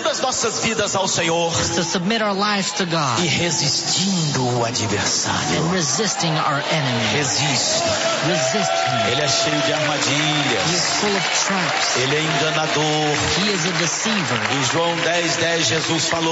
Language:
Portuguese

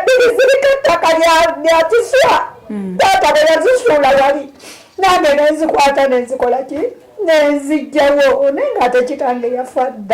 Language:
Ganda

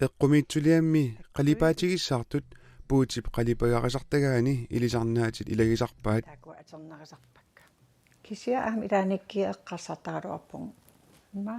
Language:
Kalaallisut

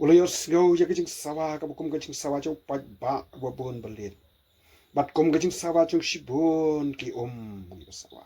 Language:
Khasi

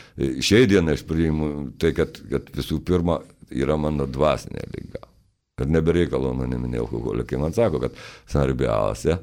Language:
Lithuanian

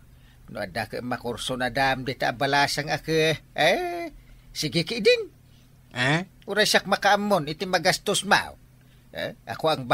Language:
Iloko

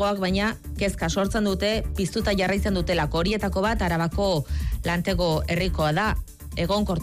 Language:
Basque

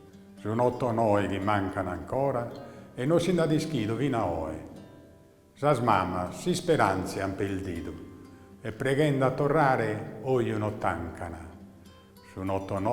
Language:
Sardinian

